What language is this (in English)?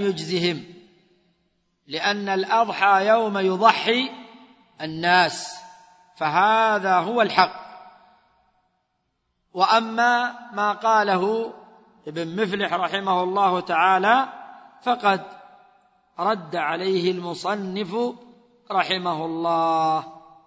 Arabic